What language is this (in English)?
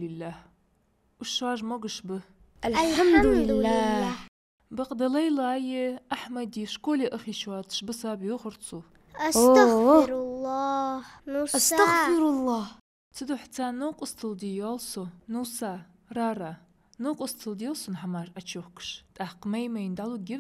Ingush